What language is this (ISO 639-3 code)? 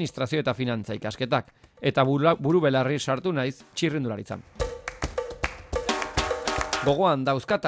eus